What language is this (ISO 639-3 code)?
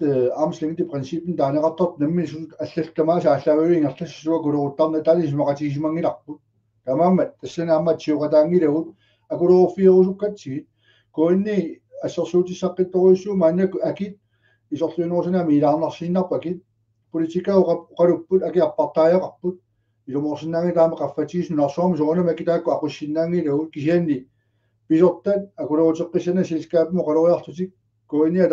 kal